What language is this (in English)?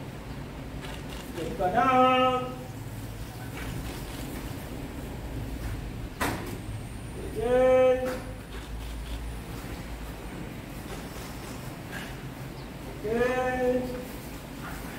Malay